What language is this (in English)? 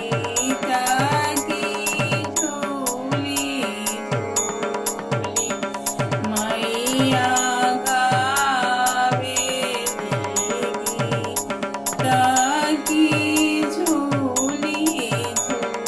Bhojpuri